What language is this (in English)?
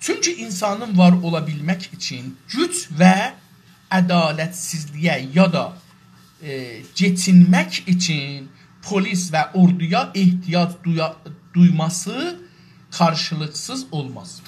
South Azerbaijani